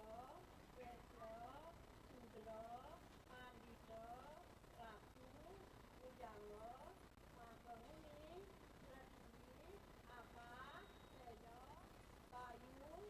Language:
Balinese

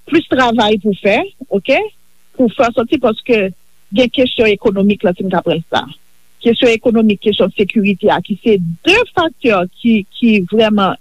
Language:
Haitian Creole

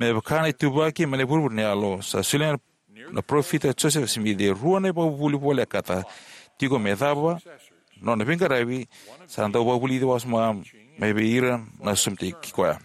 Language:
Fijian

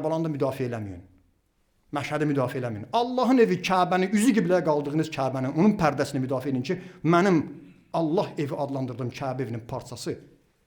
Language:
Azerbaijani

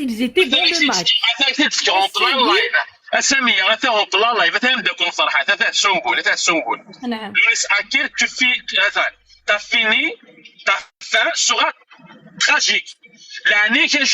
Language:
Kabyle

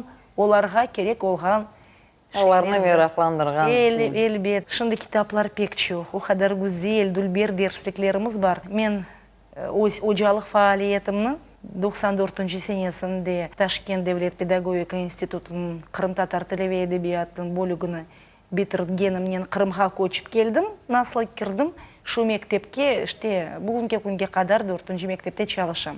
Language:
Crimean Tatar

